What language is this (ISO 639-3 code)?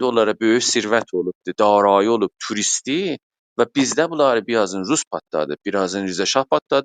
azb